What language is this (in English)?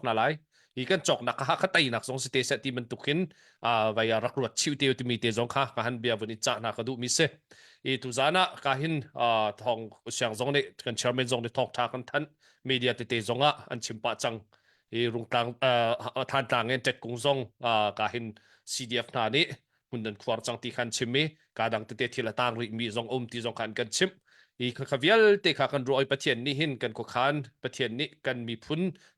Hakha Chin